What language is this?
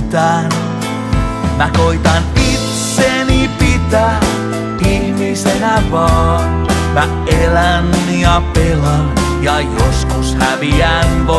Finnish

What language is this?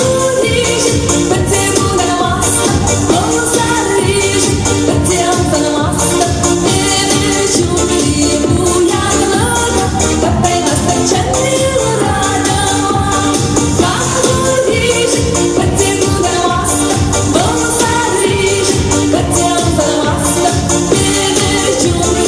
Chuvash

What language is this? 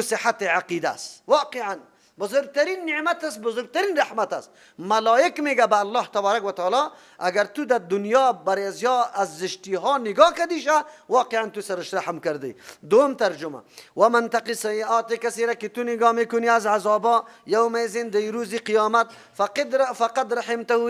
Persian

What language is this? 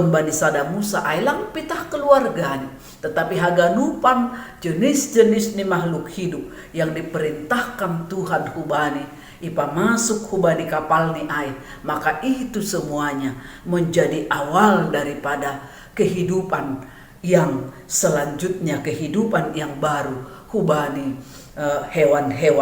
Batak Simalungun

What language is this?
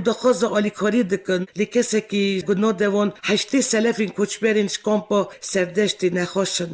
Kurdish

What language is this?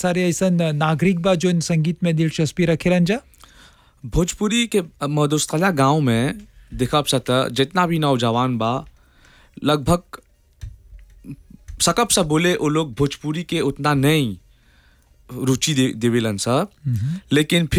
Bhojpuri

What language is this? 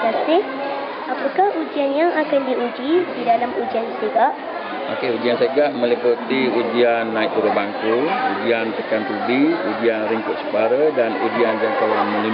Malay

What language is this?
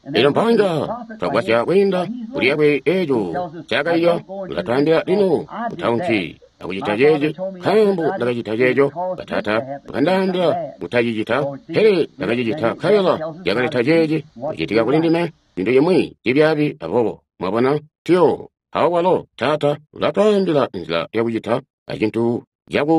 Tonga (Zambia)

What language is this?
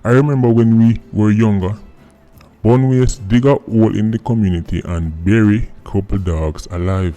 Jamaican Creole English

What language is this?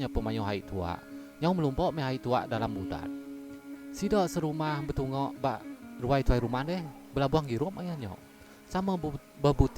Iban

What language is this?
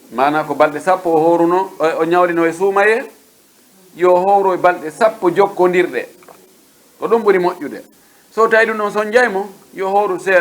Pular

